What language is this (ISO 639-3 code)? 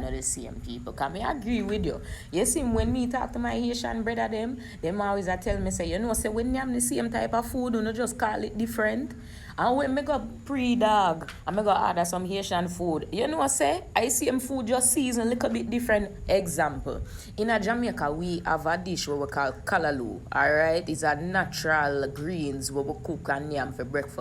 jam